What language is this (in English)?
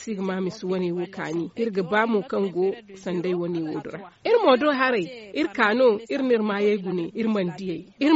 Zarma